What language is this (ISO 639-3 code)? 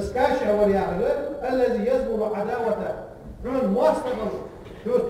inh